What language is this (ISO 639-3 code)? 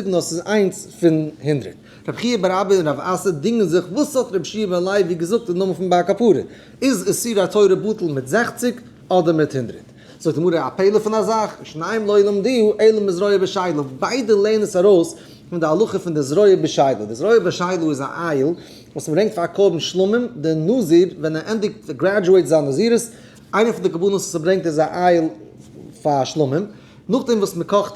yid